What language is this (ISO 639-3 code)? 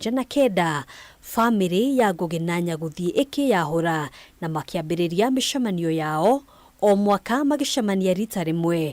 kik